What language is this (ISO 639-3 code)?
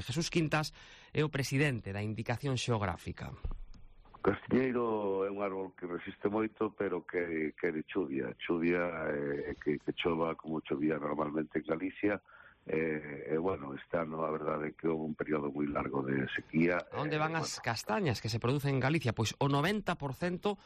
glg